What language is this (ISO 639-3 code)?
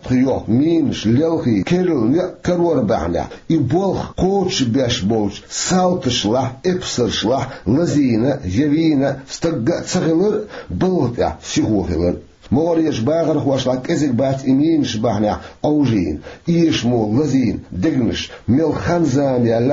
che